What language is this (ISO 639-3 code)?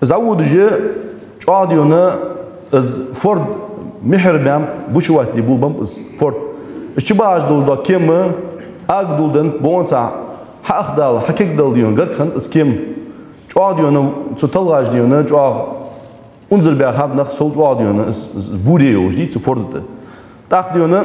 inh